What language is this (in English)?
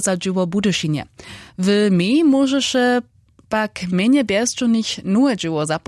Upper Sorbian